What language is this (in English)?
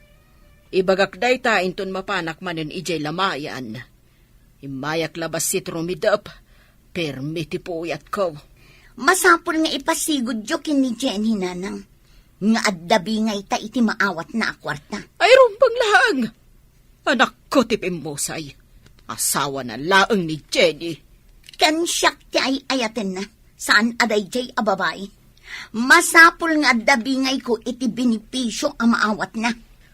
Iloko